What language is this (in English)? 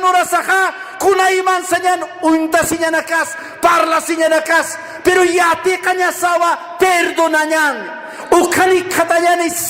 Aymara